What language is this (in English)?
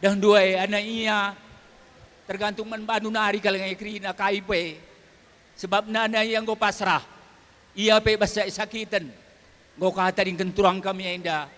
Batak Karo